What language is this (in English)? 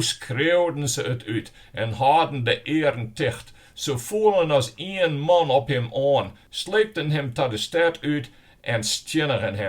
Western Frisian